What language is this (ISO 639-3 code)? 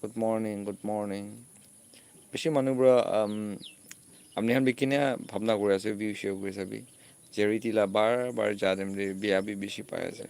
nag